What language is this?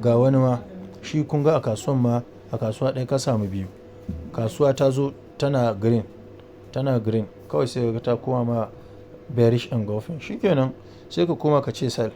Hausa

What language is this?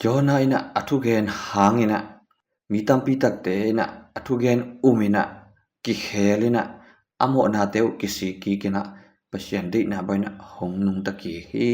Tedim Chin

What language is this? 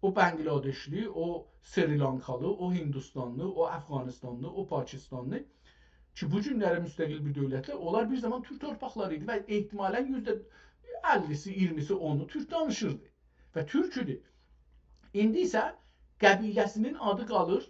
South Azerbaijani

